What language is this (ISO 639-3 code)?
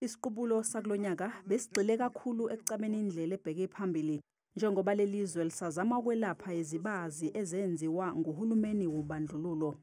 zul